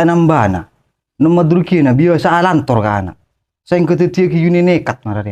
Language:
Madurese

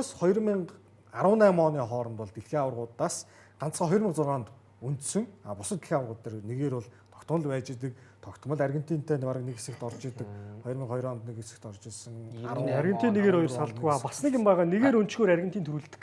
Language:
Mongolian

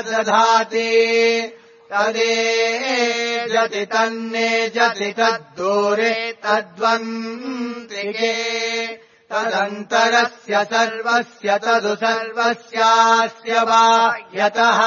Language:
Sanskrit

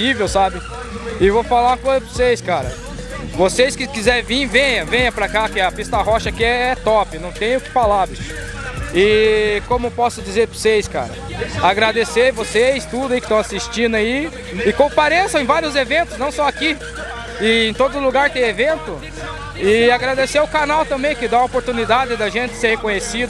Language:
Portuguese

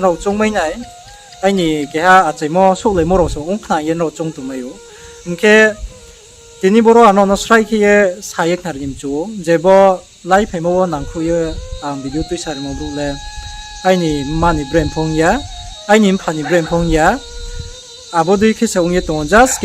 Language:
Riang (India)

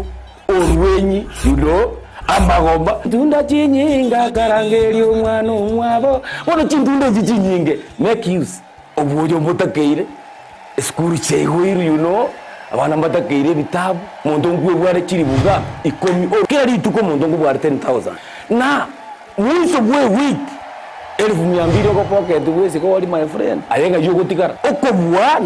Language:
Gusii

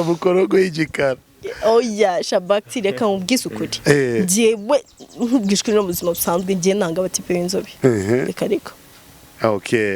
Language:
Kinyarwanda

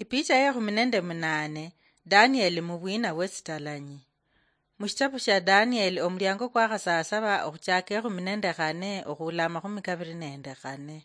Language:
Luyia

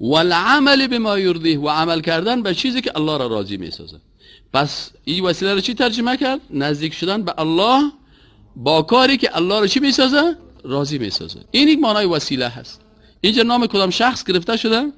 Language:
Persian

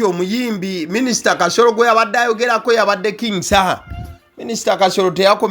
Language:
Ganda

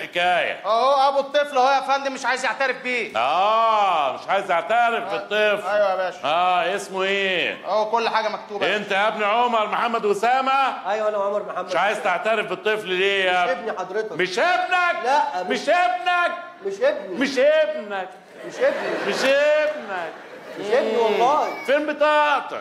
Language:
Egyptian Arabic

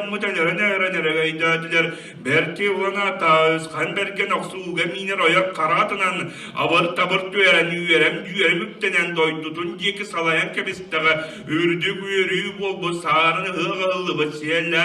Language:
Yakut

